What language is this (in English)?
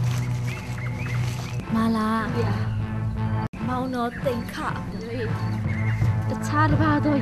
Burmese